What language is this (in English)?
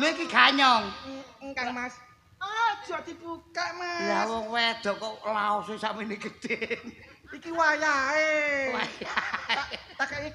Javanese